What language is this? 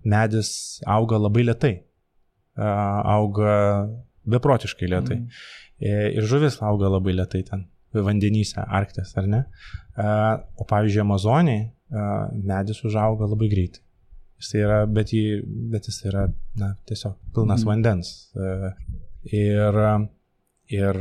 Lithuanian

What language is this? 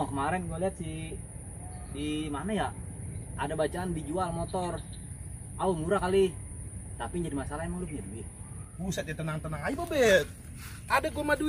Betawi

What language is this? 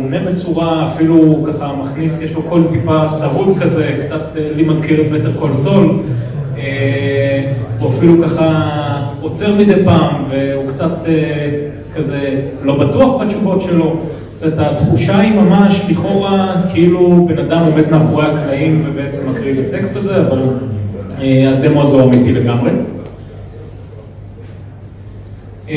Hebrew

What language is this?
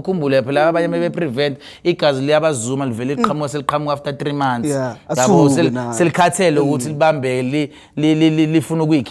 Zulu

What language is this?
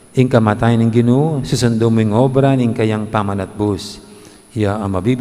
Pampanga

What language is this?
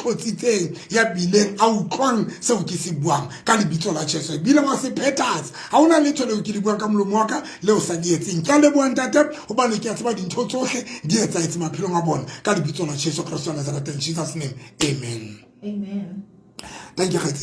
Southern Sotho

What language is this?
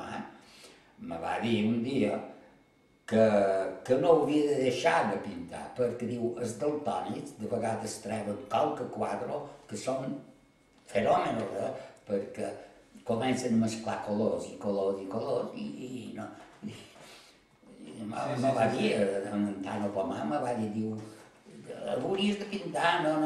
Catalan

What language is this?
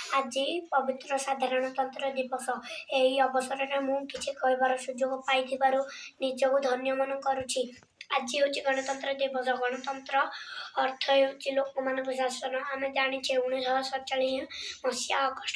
Odia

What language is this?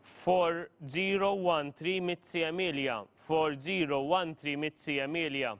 English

